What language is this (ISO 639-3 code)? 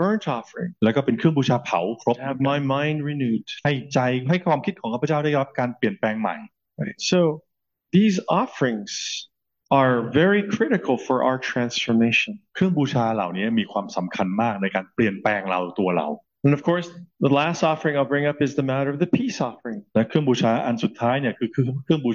tha